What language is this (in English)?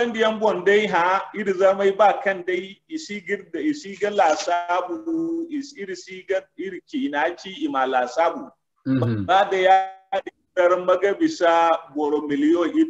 Zarma